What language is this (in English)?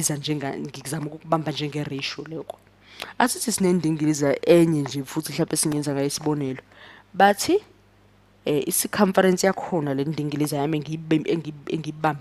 Zulu